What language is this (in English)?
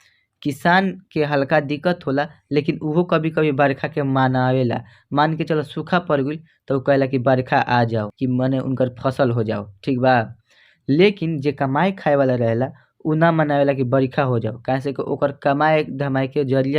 Bhojpuri